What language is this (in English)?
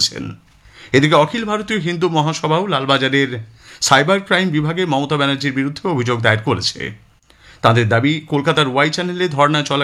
Bangla